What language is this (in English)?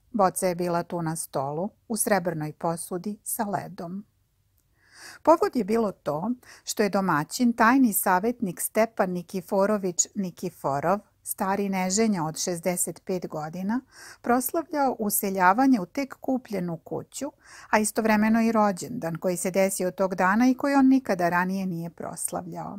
Serbian